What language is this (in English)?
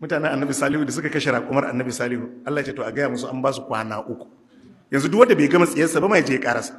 Hausa